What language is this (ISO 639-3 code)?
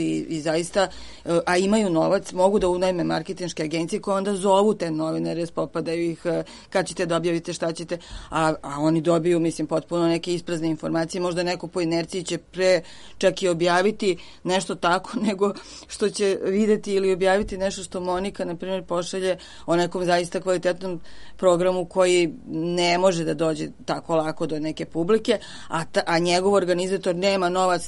srp